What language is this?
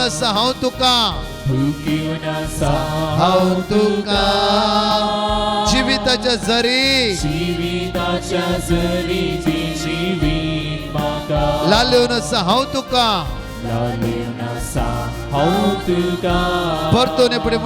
Konkani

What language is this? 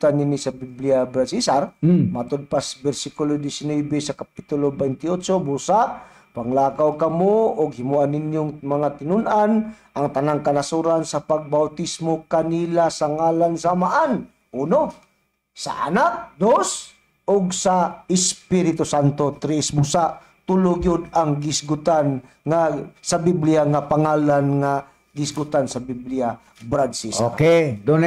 Cebuano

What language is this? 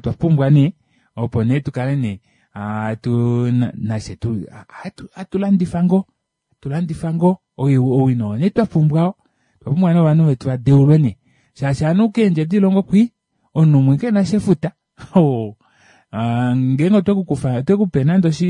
Kuanyama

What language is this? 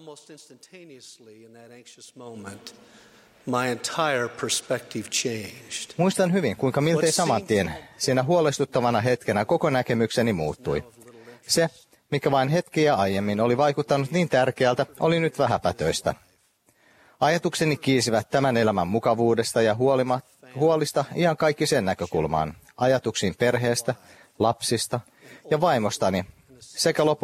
Finnish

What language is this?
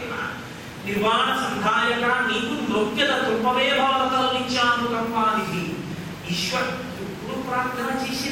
Telugu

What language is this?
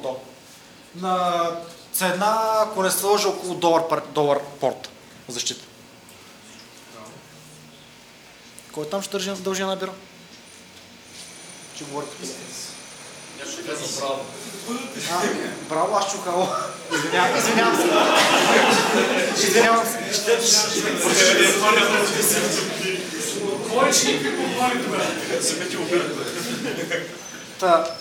Bulgarian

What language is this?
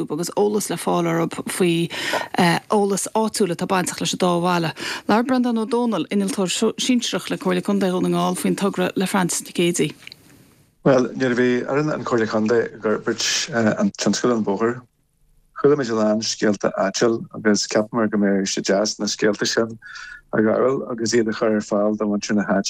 Irish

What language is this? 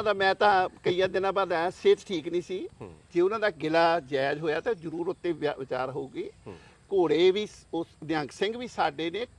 Punjabi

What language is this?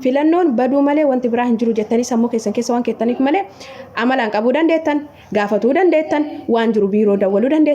Oromo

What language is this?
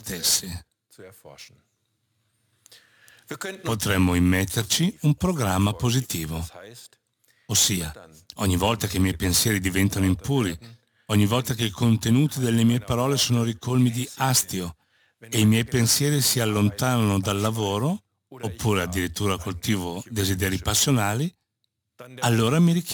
Italian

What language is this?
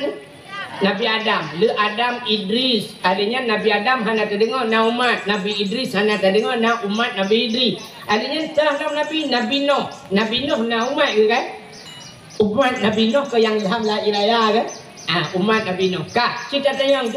Achinese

